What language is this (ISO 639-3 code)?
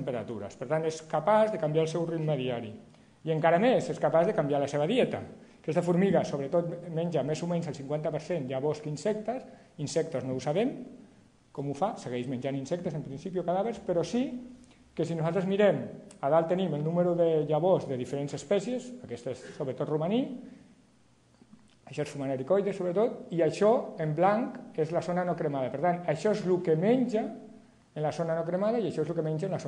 cat